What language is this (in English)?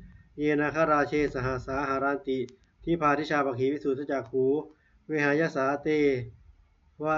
Pali